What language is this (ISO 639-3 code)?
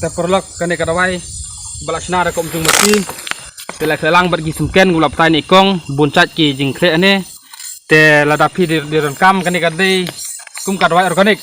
kha